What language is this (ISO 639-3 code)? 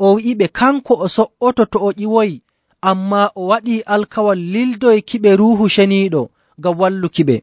fuv